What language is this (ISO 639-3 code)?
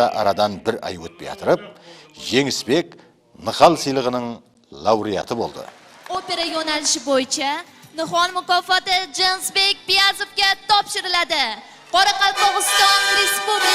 kaa